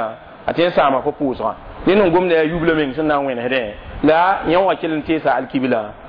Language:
Mossi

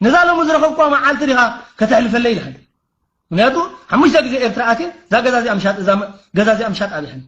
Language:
Tigrinya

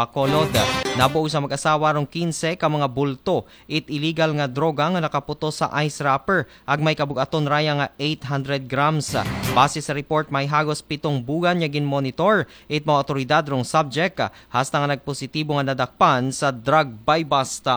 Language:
Aklanon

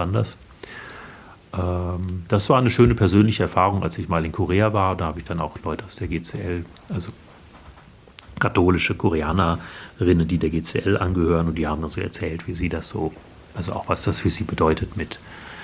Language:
German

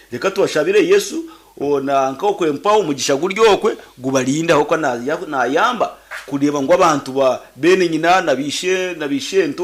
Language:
Nyankole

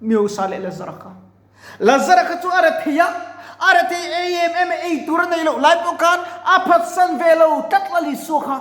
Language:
Mizo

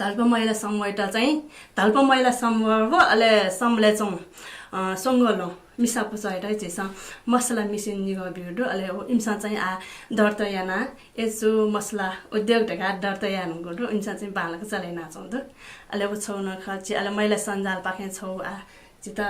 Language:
Newari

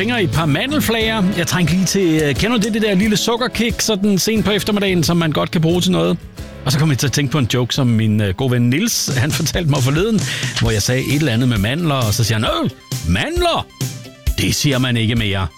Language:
Danish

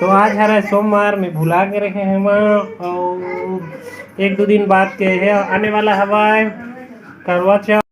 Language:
Chhattisgarhi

